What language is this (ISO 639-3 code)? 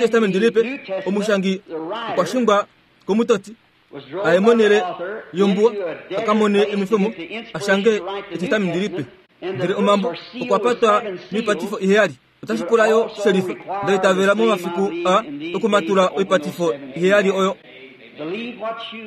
kua